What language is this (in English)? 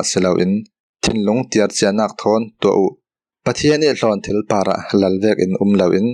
Falam Chin